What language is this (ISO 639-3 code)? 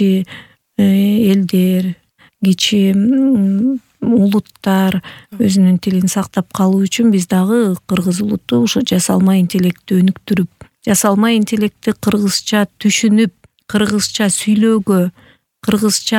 kir